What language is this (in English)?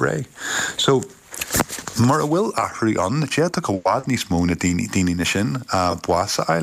Irish